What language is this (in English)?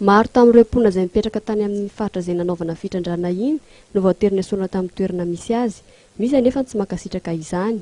Malagasy